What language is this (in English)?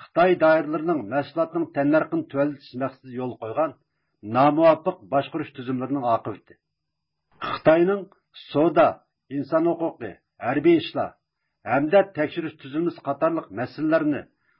Uyghur